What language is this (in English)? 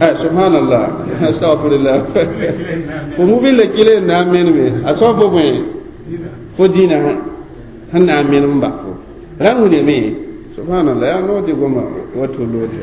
Mossi